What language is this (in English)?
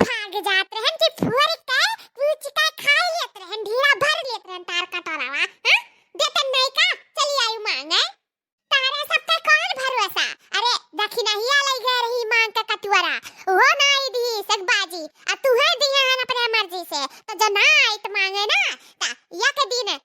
Awadhi